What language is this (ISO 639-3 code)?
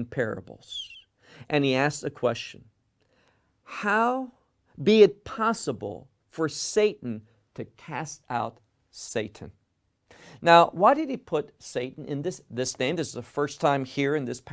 eng